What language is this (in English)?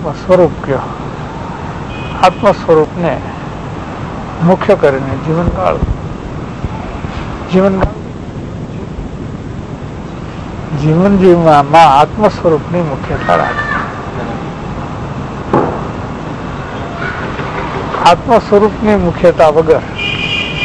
Gujarati